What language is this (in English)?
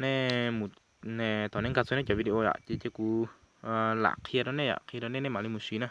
Hmong